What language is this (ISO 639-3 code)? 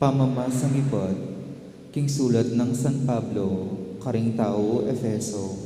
pam